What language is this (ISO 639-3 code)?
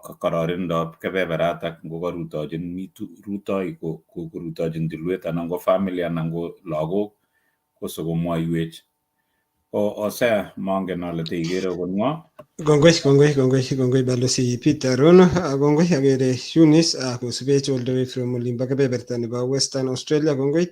kln